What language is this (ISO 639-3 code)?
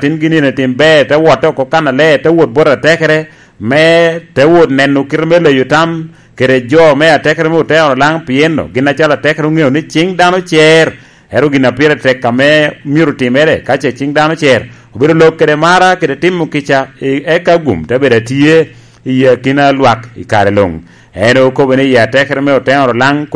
laj